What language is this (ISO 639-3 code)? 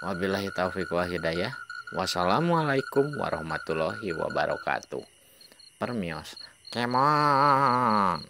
sun